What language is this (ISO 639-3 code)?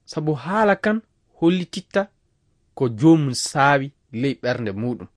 ful